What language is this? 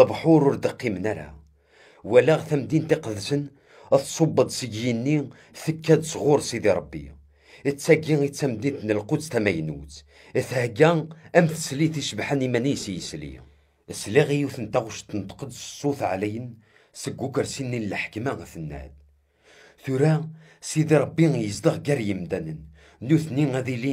Kabyle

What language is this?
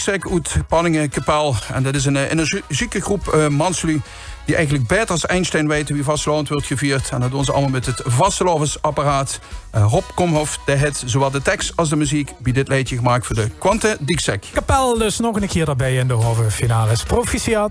Limburgish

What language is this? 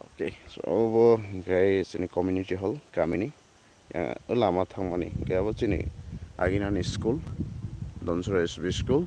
Kok Borok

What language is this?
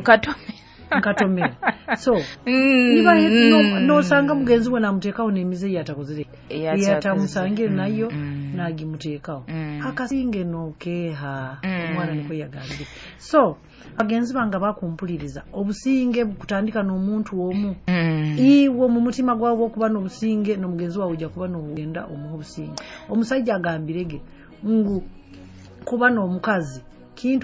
Nyoro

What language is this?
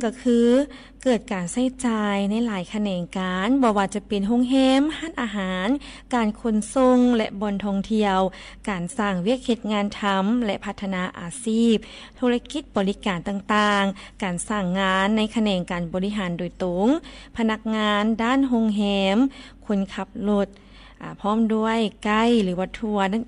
Lao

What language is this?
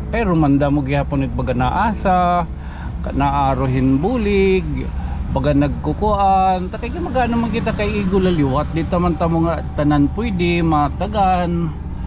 Waray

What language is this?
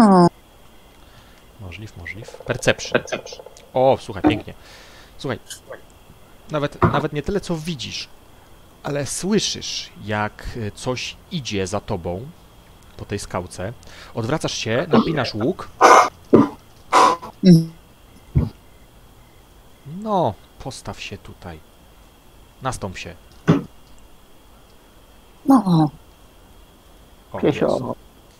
Polish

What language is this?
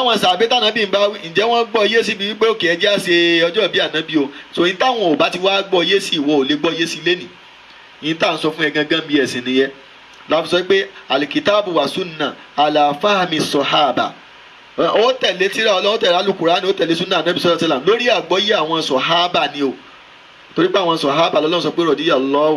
Yoruba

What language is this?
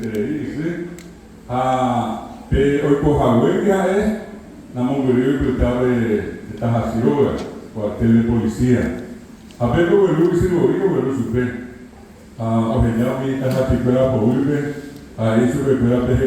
Guarani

